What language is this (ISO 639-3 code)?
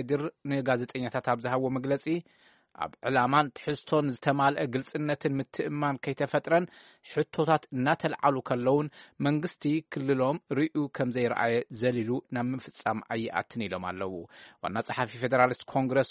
tir